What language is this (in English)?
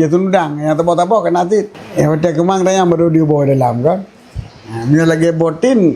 Achinese